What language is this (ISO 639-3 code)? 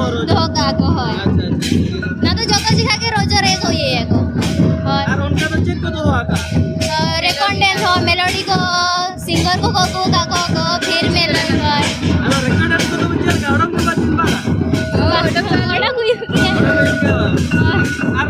sat